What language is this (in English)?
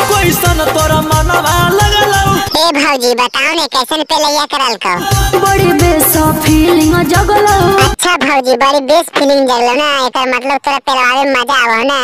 Magahi